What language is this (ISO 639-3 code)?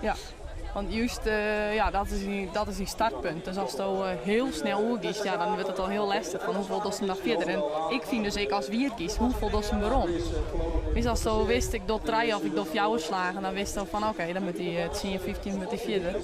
fry